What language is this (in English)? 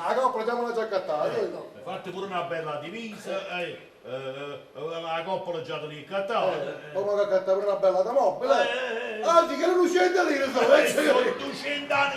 Neapolitan